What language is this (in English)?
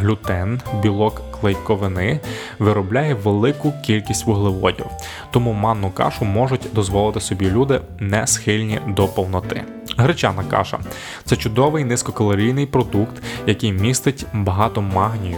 Ukrainian